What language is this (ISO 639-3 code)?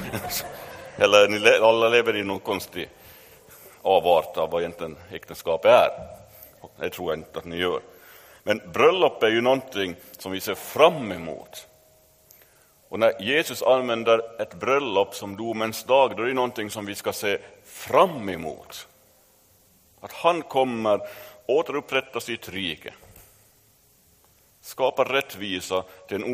swe